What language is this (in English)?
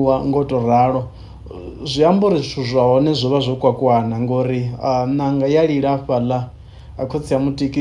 Venda